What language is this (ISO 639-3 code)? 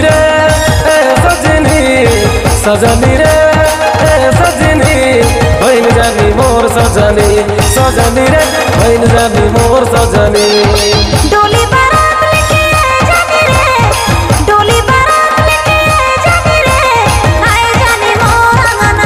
sck